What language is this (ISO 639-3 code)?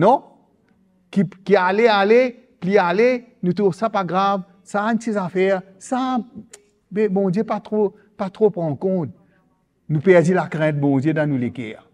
mfe